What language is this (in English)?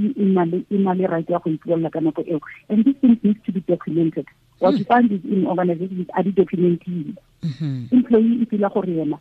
Tswana